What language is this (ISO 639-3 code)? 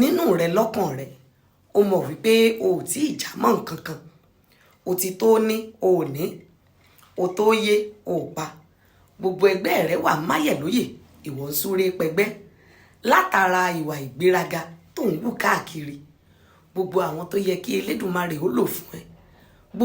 yor